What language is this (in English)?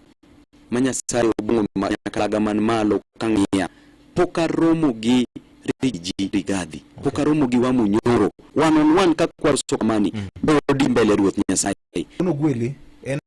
Luo (Kenya and Tanzania)